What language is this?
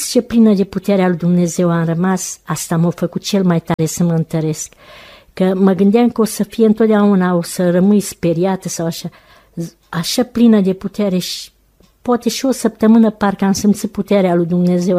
Romanian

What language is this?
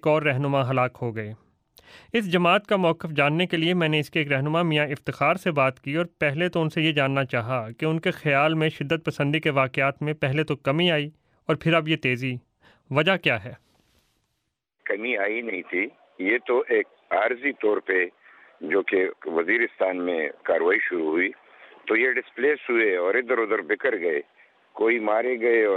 Urdu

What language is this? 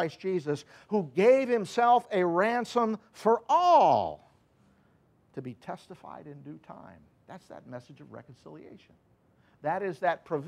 English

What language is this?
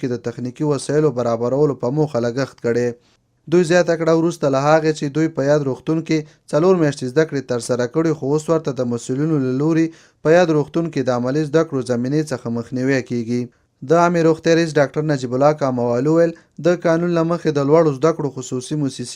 Pashto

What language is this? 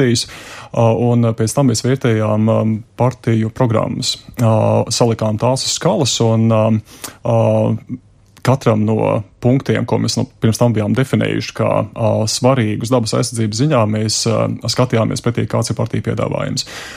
Latvian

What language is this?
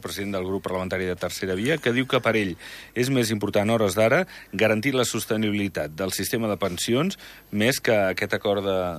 Catalan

